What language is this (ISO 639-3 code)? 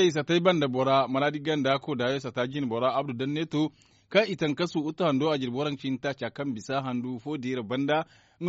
dje